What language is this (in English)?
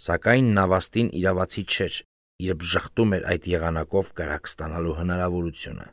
Armenian